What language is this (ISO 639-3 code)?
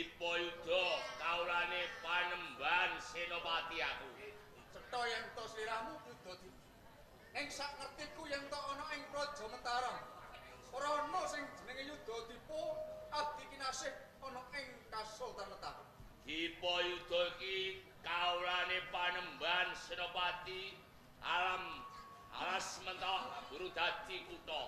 jav